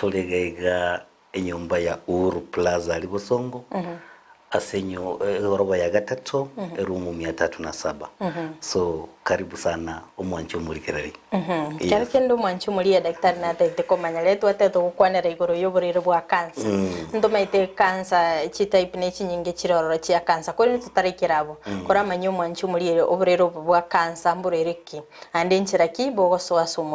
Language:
Gusii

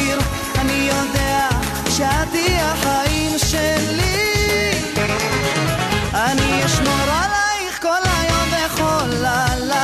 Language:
Hebrew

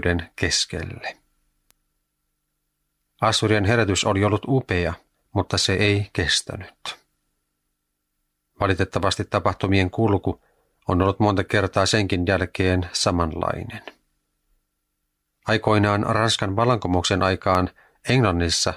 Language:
Finnish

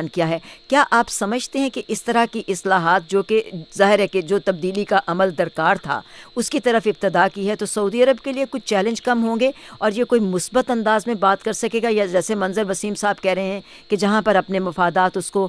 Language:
Urdu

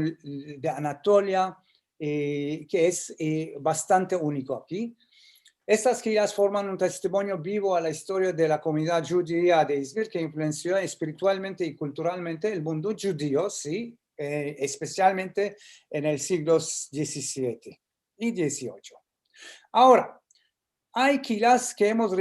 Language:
Ladino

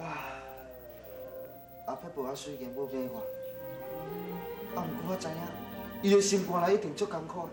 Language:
Min Nan Chinese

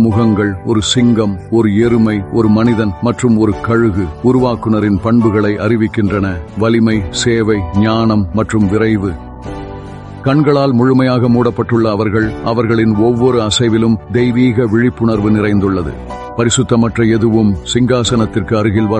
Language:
Tamil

